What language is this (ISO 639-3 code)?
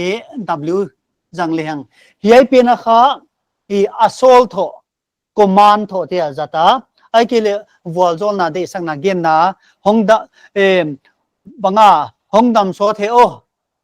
pck